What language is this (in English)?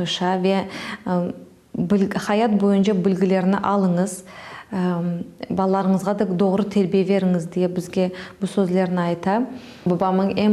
Crimean Tatar